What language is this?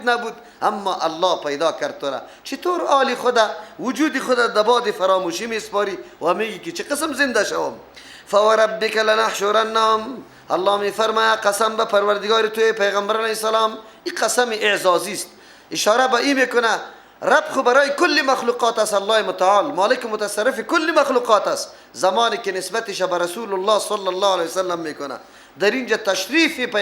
Persian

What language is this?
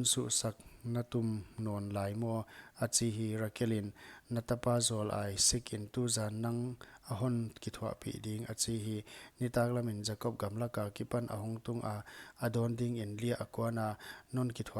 Paite Chin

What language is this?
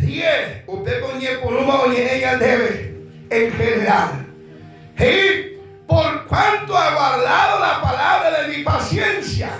Guarani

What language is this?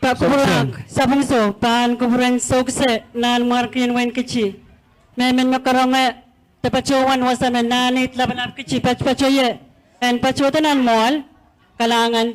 Pohnpeian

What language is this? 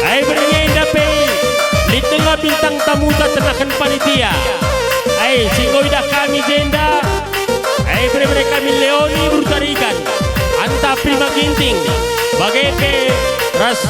Batak Karo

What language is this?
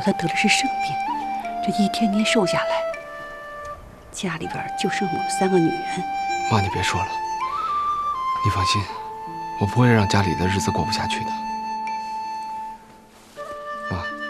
Chinese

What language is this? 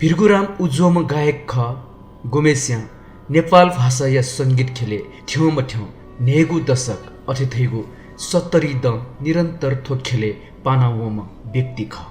Newari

